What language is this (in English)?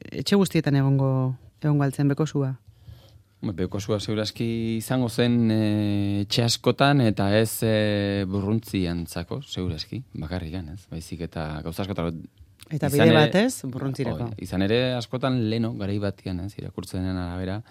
Basque